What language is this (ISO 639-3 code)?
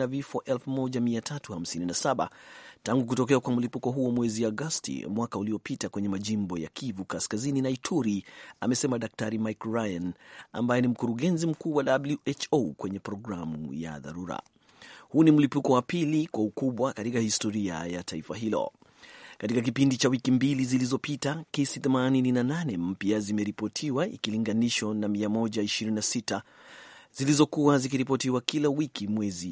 swa